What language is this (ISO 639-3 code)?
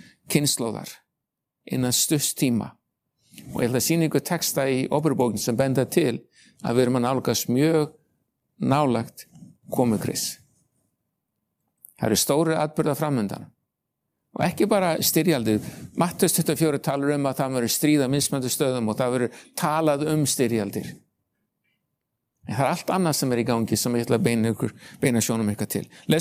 isl